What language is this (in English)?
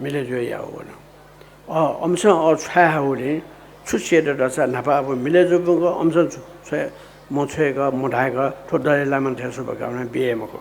Newari